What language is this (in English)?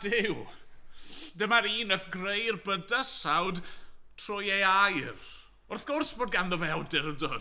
Welsh